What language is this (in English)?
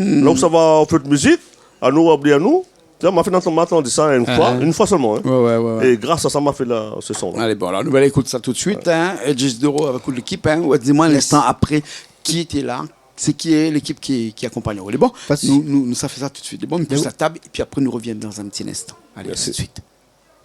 Réunion Creole French